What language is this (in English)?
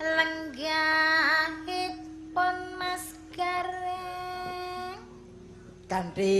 Javanese